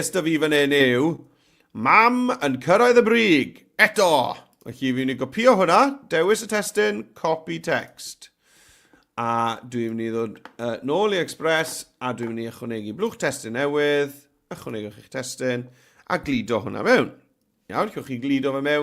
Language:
Welsh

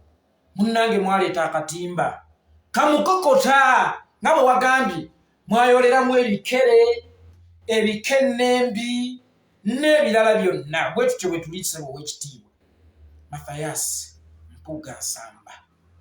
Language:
Ganda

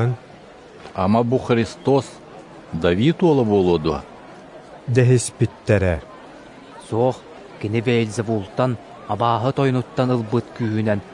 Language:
Yakut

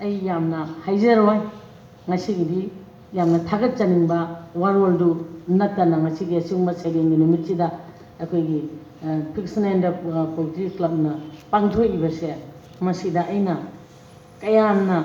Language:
Manipuri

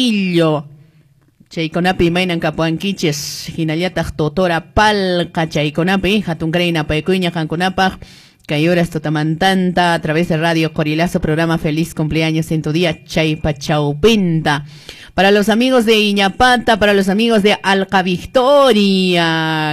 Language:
Quechua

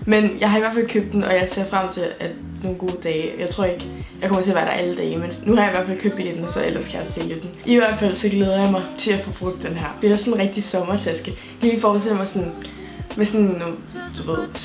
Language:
Danish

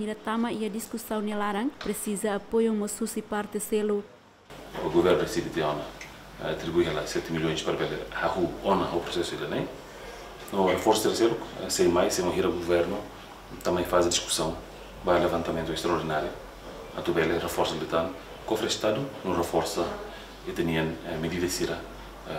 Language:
Tetum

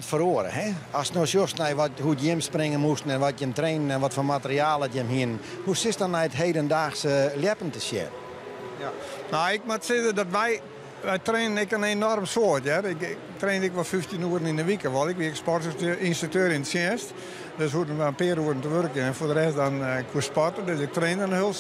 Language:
Western Frisian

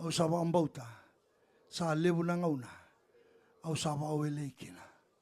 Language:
Fijian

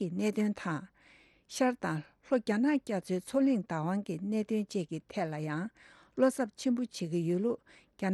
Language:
Tibetan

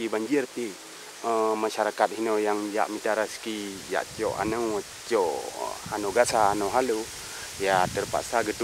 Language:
Achinese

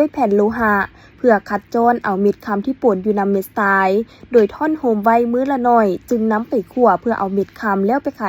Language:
Lao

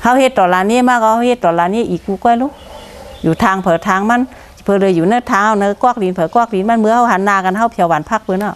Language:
Shan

